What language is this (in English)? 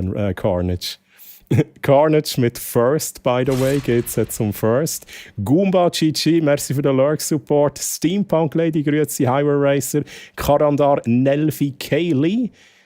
Swiss German